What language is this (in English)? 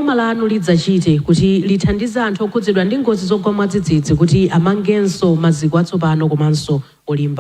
Nyanja